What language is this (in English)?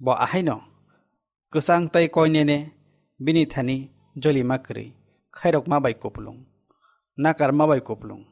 Kok Borok